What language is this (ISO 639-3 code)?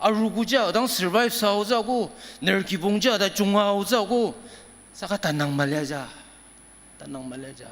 njo